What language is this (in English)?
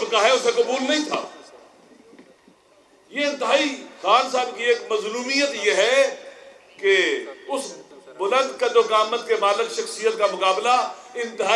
Urdu